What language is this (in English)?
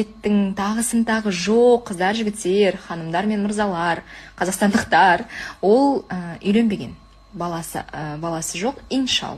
Kazakh